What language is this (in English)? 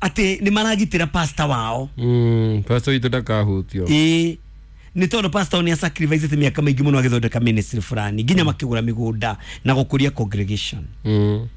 Kikuyu